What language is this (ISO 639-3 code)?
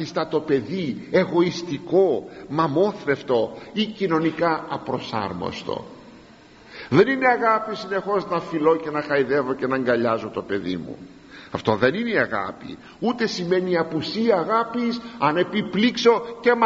ell